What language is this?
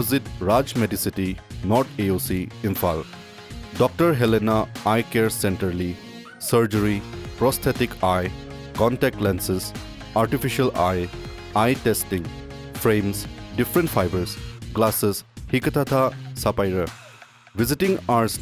Tangkhul Naga (India)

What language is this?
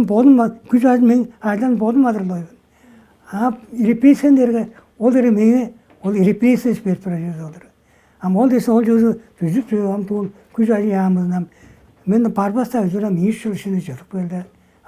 Tuvinian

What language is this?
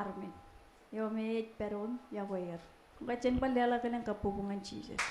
Marshallese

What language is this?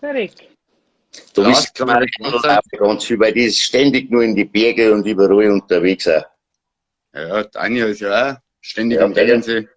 Bavarian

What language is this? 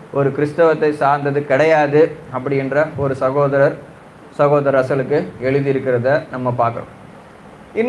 Tamil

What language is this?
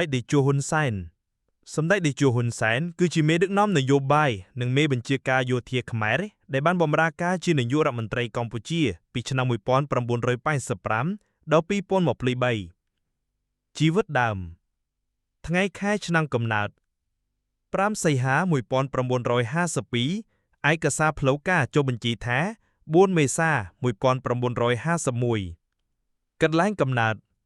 Khmer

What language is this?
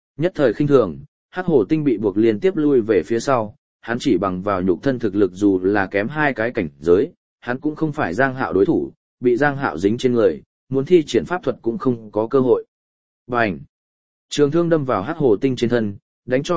Vietnamese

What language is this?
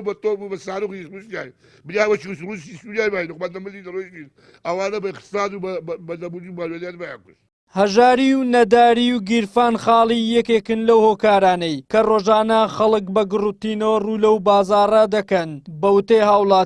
Central Kurdish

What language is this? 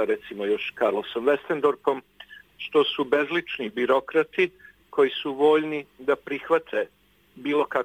Bosnian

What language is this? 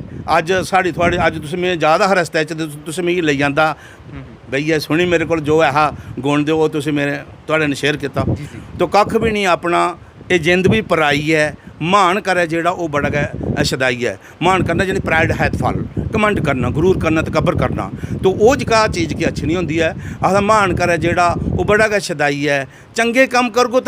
Dogri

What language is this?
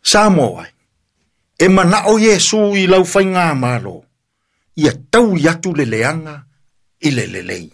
Samoan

